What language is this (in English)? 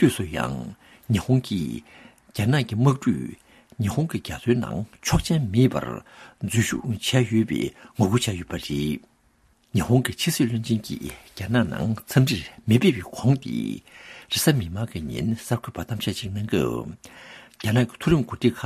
Tibetan